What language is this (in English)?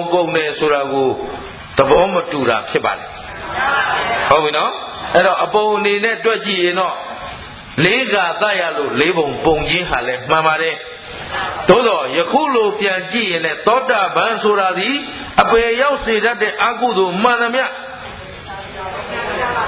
Burmese